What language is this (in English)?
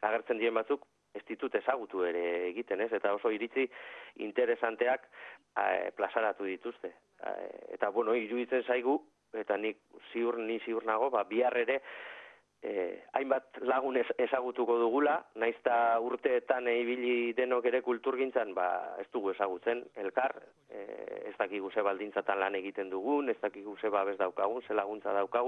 Basque